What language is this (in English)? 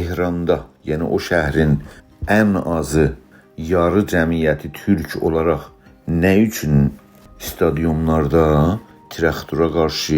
South Azerbaijani